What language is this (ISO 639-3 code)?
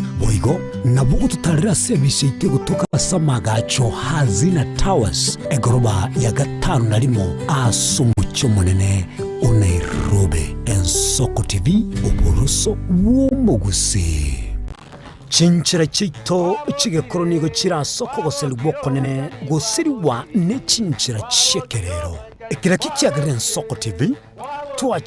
guz